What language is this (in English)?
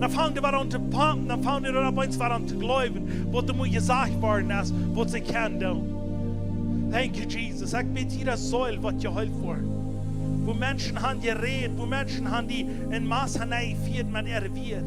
Plautdietsch